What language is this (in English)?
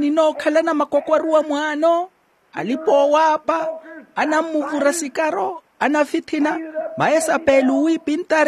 Makhuwa